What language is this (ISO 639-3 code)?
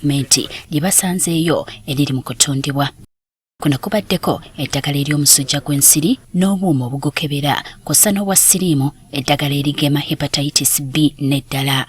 lug